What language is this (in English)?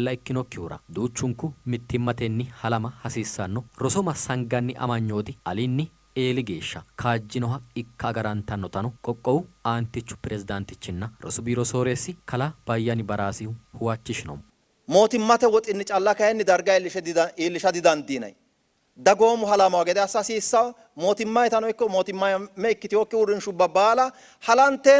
Sidamo